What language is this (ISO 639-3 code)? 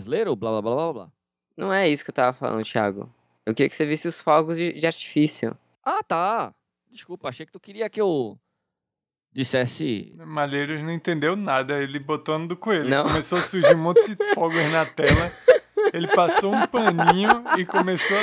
por